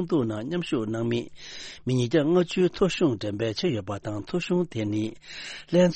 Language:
Tibetan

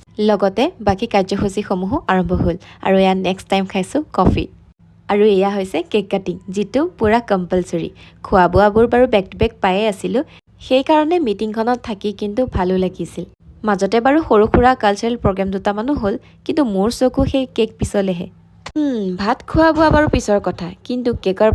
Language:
Assamese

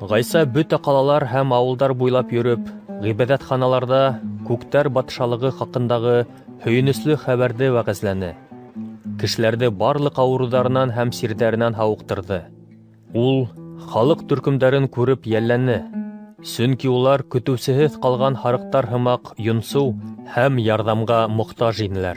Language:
Bashkir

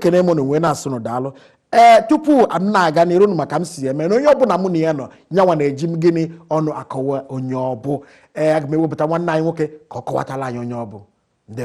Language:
Igbo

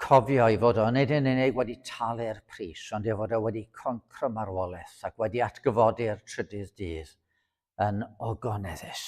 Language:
Welsh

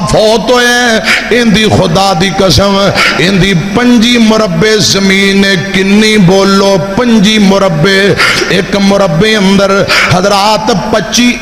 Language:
Western Panjabi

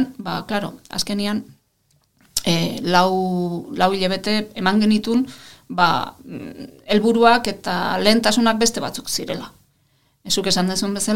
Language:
Basque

